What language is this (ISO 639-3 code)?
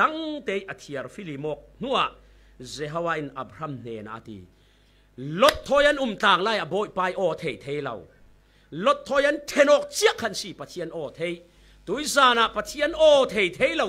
cfm